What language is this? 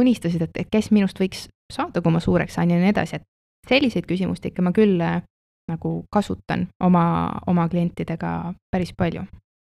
Estonian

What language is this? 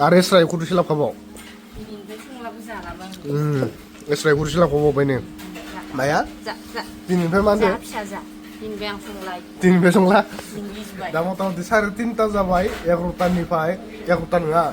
Bodo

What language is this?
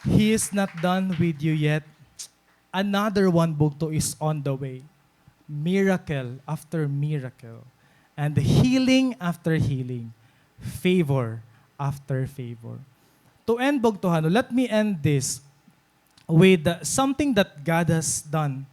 Waray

